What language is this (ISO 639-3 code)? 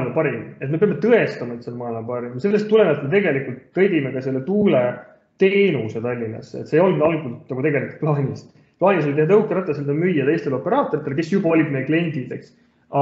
est